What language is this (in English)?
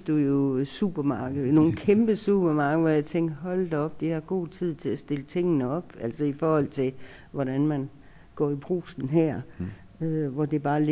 Danish